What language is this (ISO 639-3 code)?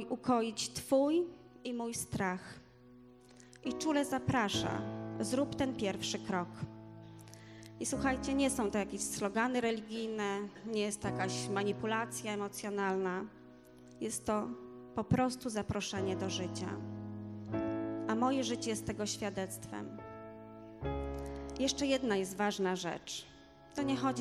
pol